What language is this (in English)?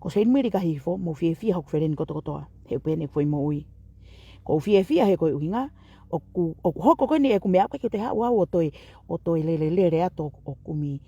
Tongan